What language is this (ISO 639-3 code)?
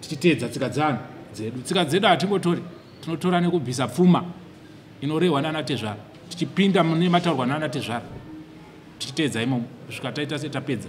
sna